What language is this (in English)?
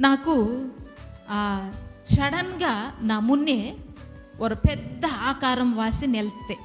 Koya